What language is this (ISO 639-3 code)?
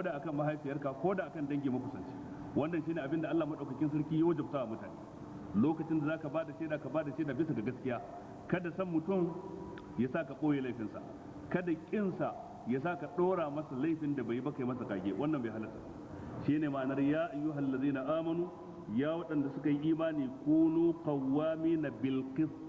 hau